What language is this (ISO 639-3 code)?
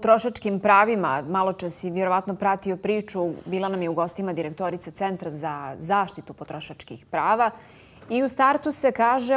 bos